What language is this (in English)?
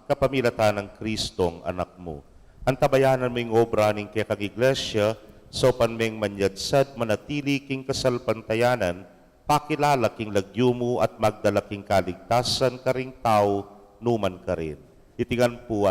Pampanga